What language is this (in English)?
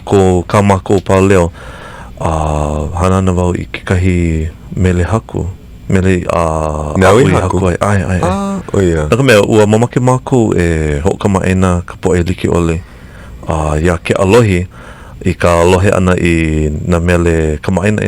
Hawaiian